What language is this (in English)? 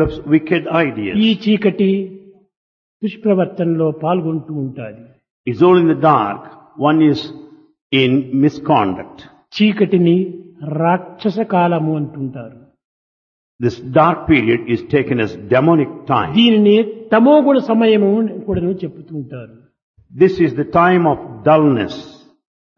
Telugu